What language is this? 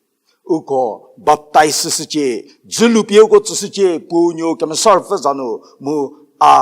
Angami Naga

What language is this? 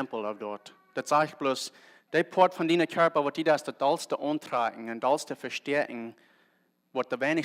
Plautdietsch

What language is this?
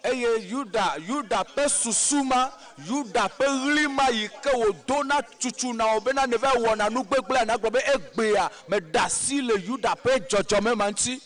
Ewe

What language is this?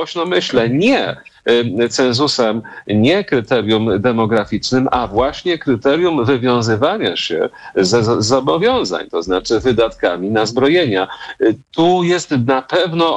Polish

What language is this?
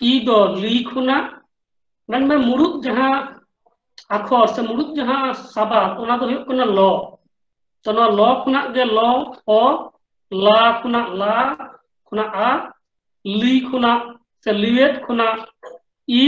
Santali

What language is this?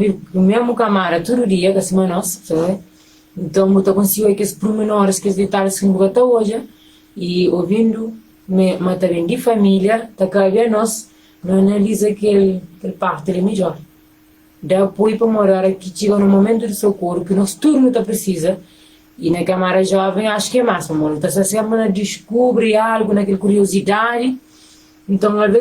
Kabuverdianu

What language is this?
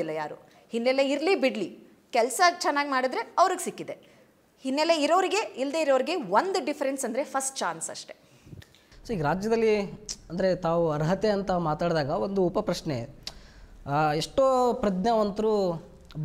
Kannada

